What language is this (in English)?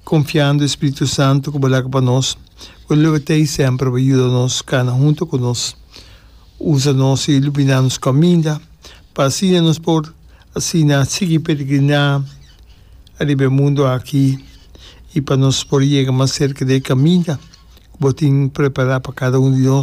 Papiamento